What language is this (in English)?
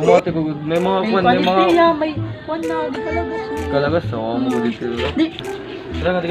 Waray